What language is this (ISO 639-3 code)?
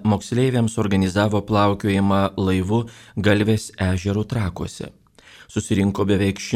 lit